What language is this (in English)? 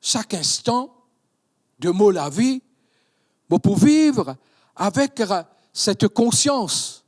Morisyen